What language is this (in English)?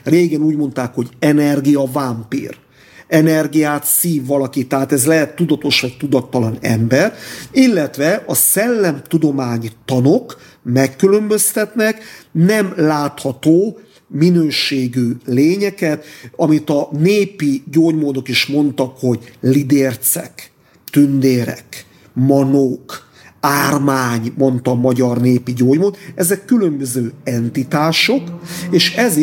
Hungarian